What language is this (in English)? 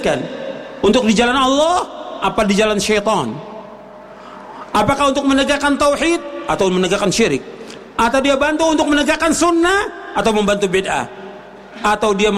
Indonesian